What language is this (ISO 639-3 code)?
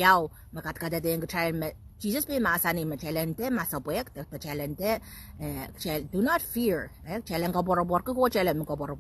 pon